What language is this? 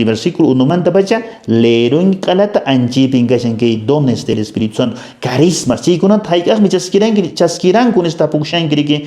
Quechua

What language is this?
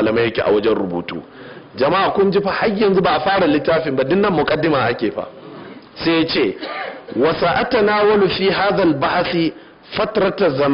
Hausa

